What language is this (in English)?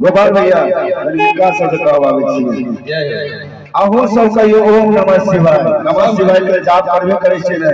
Maithili